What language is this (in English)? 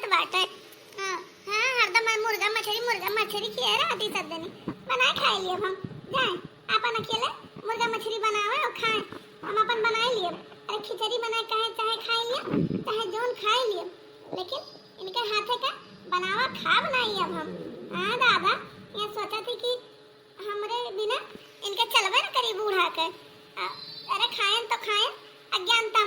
Awadhi